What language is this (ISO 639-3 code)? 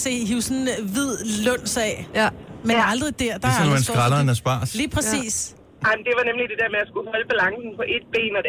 dan